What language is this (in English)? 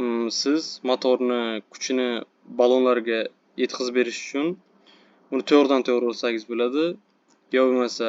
Uzbek